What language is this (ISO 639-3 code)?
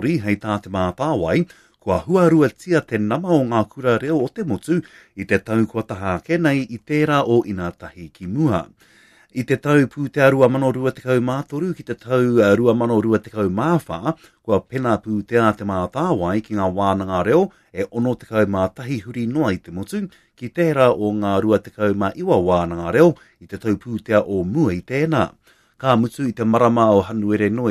mri